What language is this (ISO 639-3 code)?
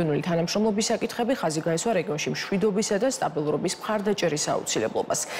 kat